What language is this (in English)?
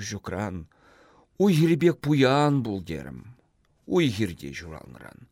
Chuvash